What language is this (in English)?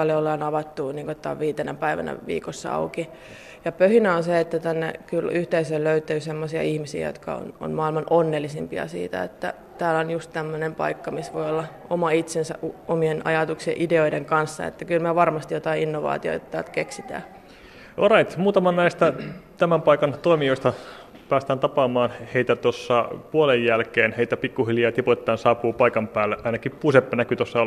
Finnish